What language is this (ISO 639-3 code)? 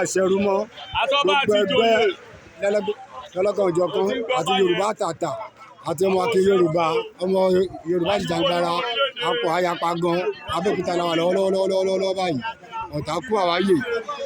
yor